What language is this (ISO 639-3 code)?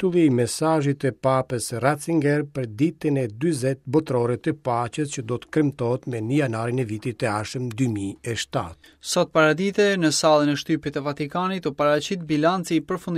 sqi